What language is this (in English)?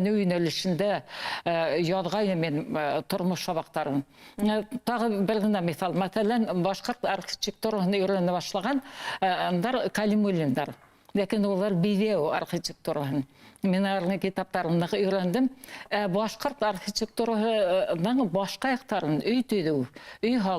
Bashkir